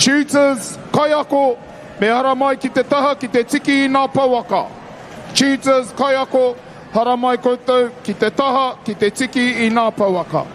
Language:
Māori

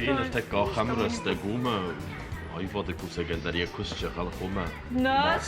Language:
Ossetic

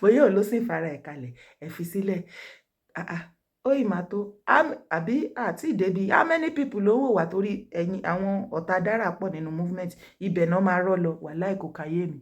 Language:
Yoruba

